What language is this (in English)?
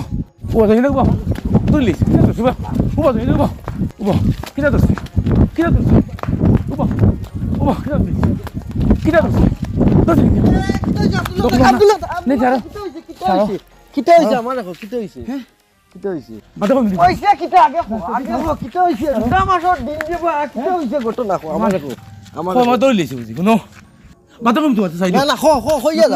Sylheti